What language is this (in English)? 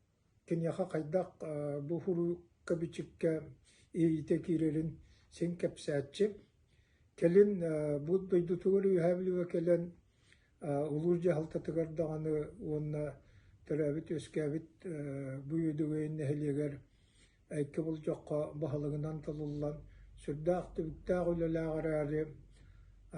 Yakut